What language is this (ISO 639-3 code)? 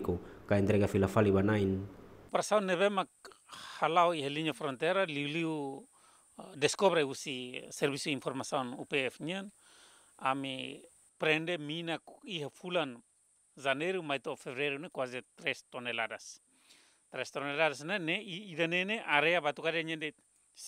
tet